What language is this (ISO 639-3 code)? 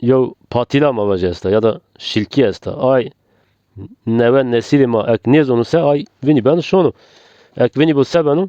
zza